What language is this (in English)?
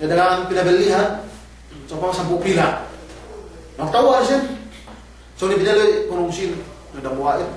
Yakan